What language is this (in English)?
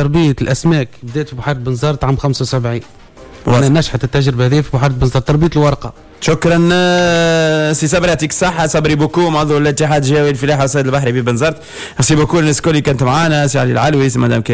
Tunisian Arabic